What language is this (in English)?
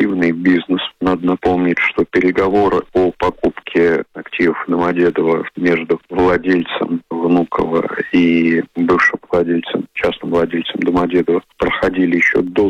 Russian